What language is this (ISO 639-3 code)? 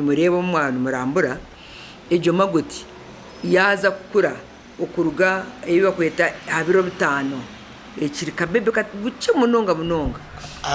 nyn